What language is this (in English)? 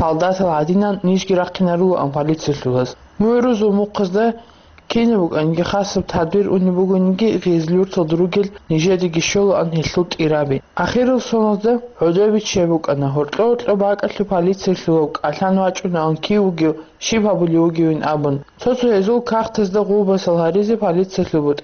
Avaric